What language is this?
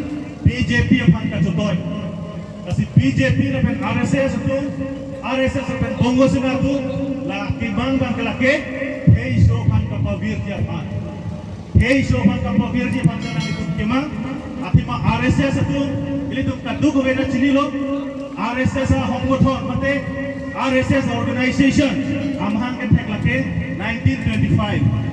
Karbi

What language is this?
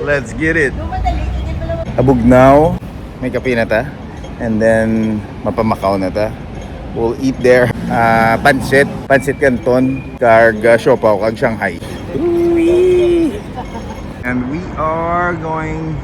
Hiligaynon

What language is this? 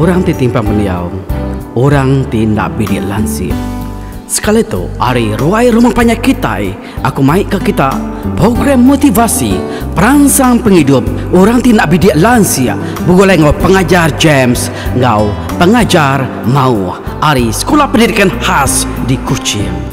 Iban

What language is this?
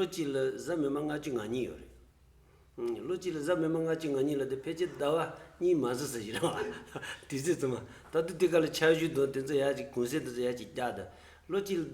Tibetan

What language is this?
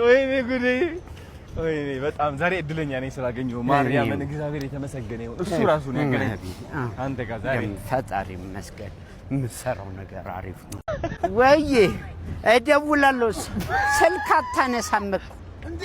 Amharic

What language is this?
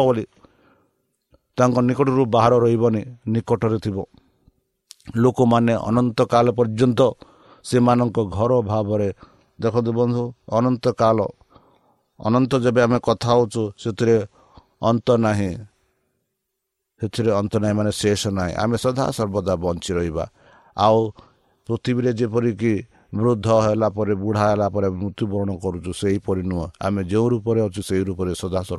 Odia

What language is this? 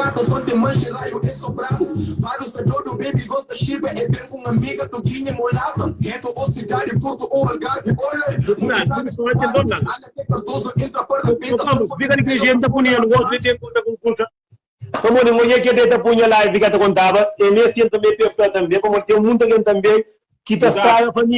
Kabuverdianu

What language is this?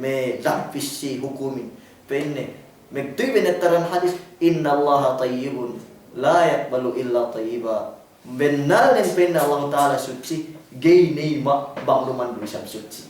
Yakan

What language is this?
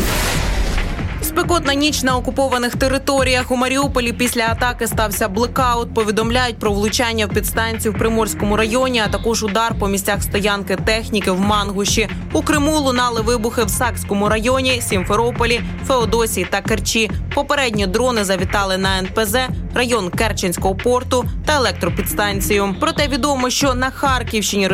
Ukrainian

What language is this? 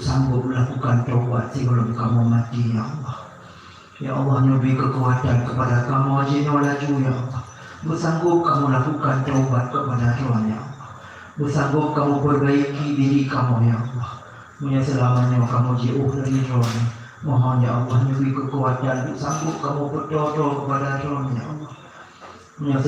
Achinese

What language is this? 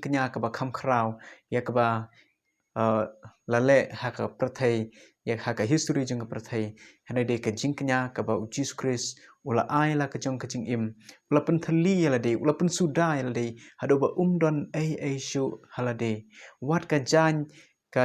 Khasi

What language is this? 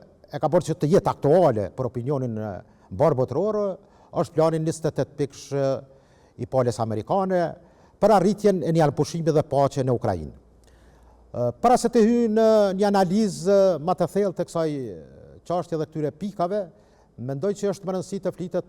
Albanian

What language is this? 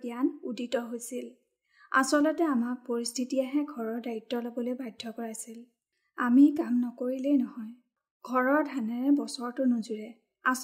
Assamese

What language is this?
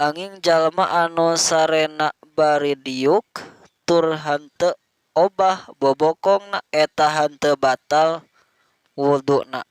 Sundanese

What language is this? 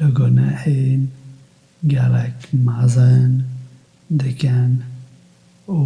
Kurdish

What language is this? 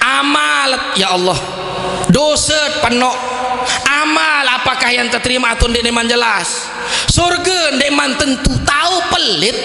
Sasak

